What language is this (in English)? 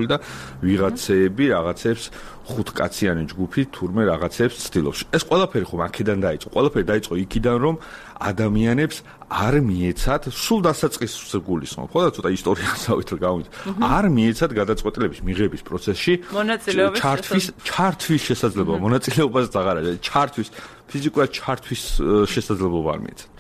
Georgian